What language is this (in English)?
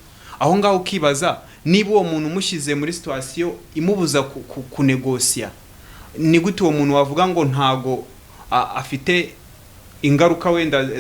Kinyarwanda